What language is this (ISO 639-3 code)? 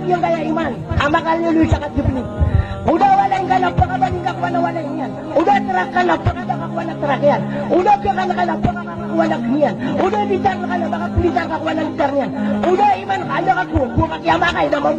mrw